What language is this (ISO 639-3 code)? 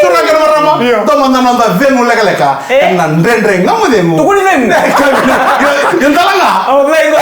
fij